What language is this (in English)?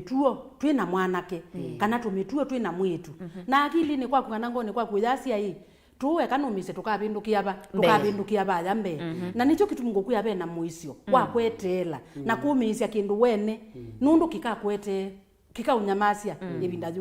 Kamba